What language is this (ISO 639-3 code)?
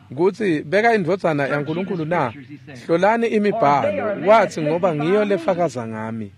ssw